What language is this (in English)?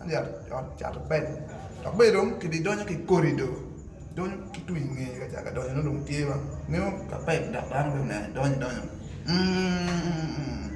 Acoli